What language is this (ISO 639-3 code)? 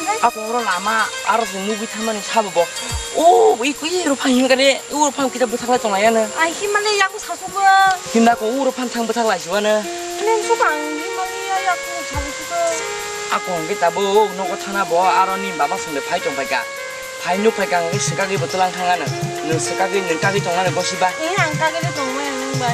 trp